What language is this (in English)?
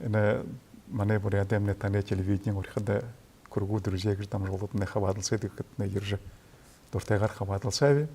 Buriat